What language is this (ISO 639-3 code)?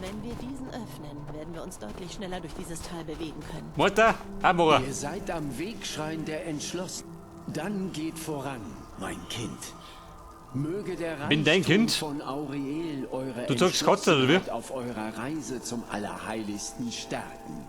bar